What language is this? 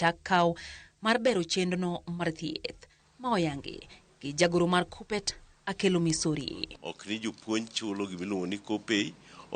Luo (Kenya and Tanzania)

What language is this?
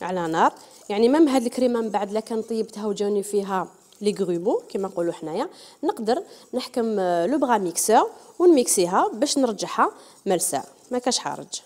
Algerian Arabic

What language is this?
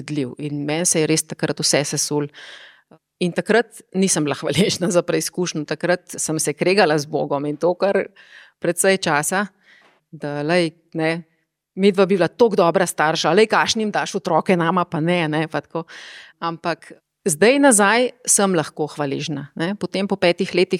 Slovenian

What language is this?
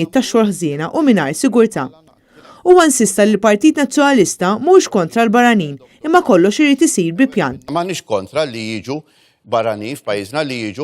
Maltese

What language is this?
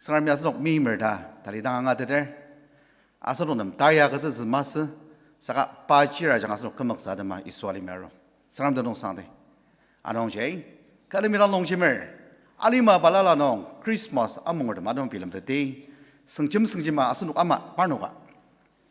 Ao Naga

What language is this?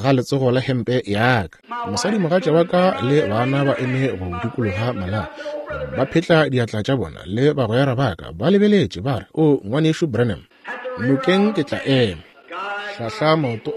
Northern Sotho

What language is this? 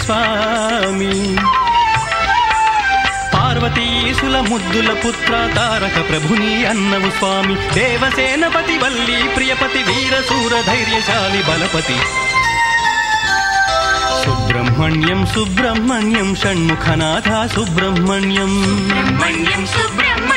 Telugu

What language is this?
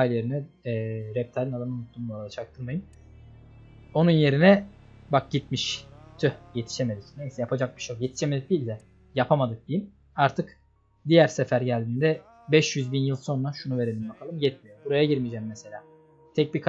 Turkish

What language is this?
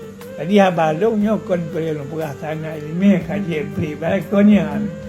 Achinese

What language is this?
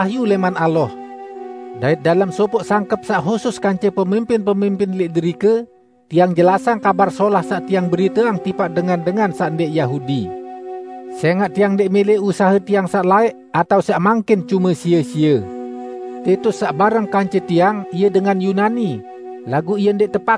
Sasak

